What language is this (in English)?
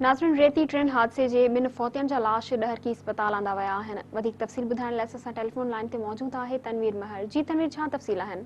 Sindhi